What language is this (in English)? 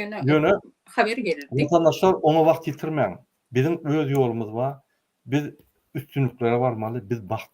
Turkmen